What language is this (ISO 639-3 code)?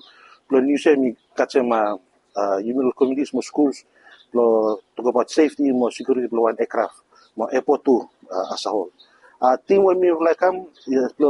bis